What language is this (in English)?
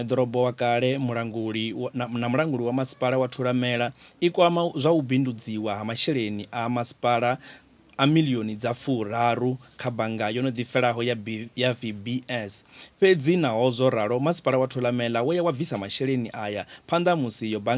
Venda